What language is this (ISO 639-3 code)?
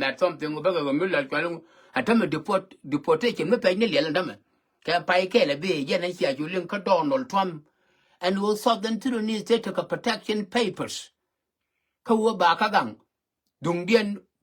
nus